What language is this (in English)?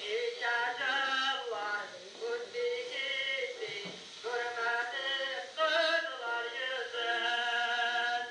Tatar